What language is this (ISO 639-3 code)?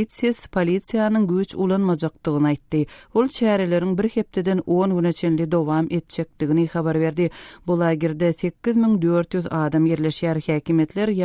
tuk